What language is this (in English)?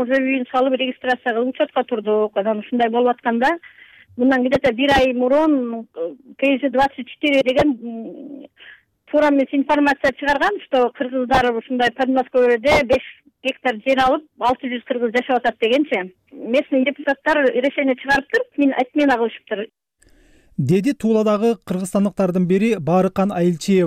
Kyrgyz